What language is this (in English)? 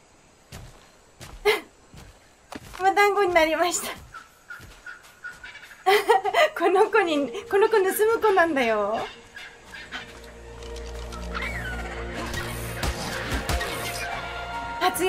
Japanese